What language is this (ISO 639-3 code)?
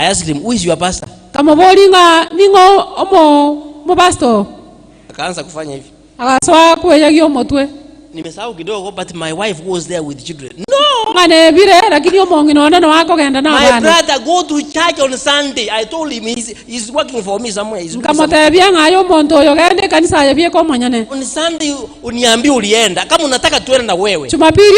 guz